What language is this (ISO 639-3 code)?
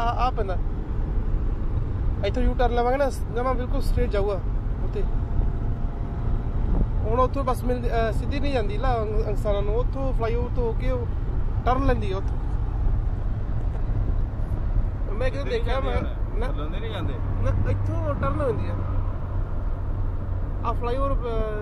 pan